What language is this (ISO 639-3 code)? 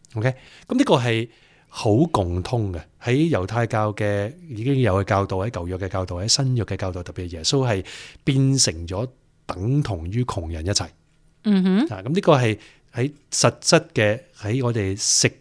yue